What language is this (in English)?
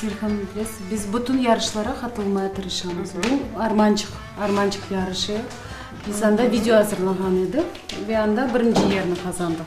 Crimean Tatar